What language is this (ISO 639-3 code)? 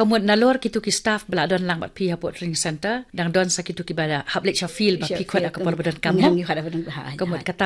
kha